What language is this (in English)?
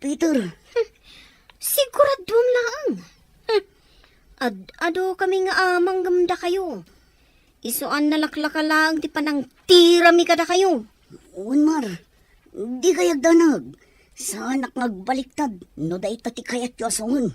Iloko